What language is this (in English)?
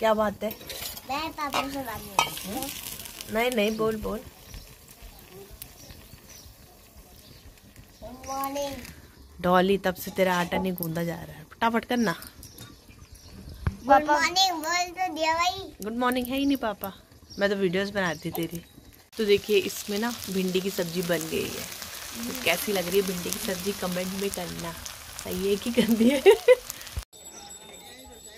Hindi